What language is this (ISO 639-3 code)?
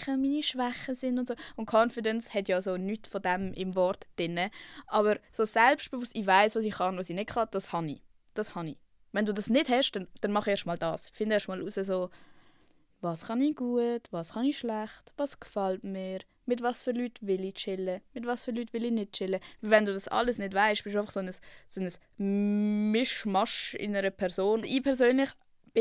gsw